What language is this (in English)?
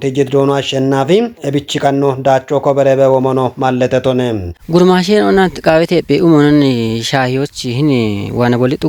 Kafa